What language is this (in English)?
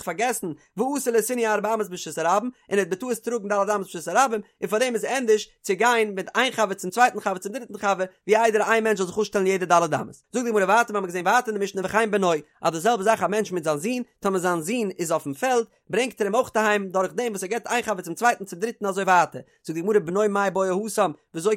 Yiddish